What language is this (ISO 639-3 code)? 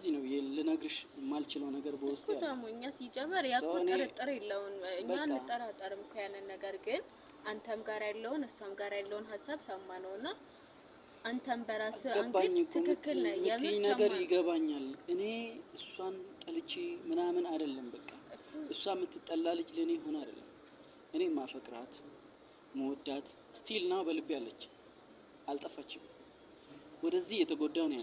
amh